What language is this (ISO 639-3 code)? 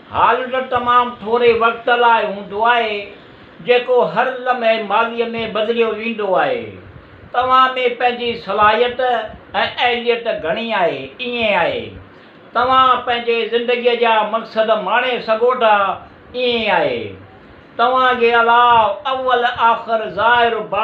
snd